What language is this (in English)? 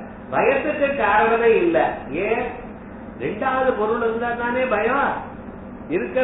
Tamil